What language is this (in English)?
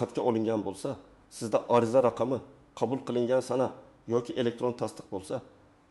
Uzbek